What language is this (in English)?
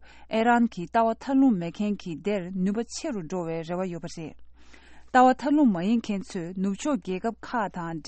Tibetan